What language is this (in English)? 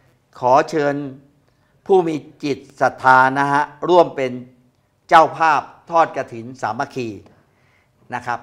Thai